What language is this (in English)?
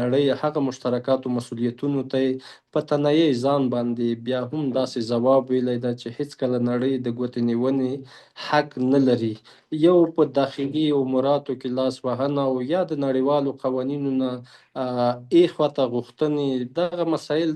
Pashto